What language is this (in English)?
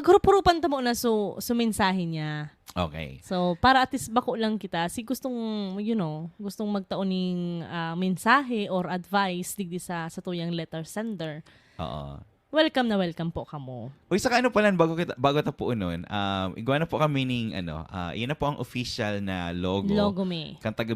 Bikol